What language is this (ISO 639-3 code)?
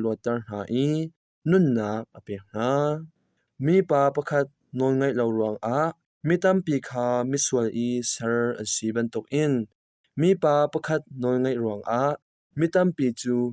cnh